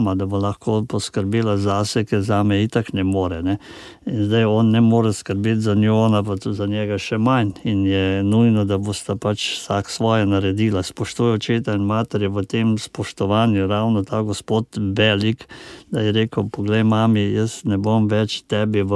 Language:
Slovenian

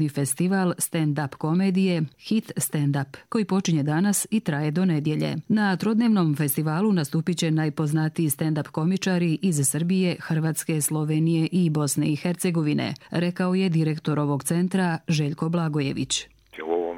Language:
Croatian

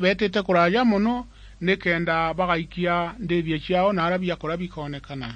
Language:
Meru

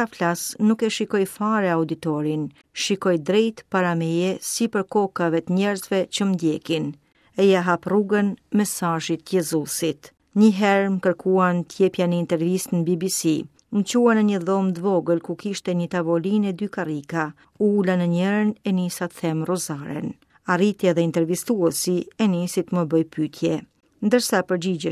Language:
Albanian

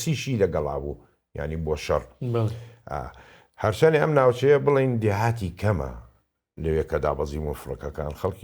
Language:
Central Kurdish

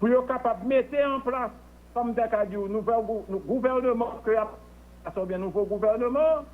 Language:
Haitian Creole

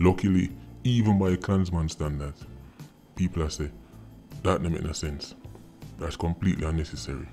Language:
Jamaican Creole English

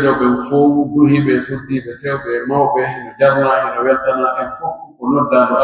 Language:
Pular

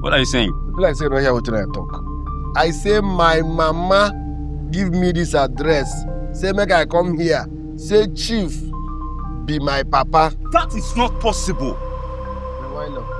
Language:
Nigerian Pidgin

